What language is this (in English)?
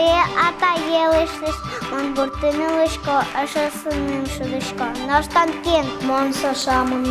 Udmurt